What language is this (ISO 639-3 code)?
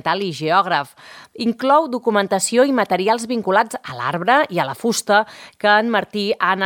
cat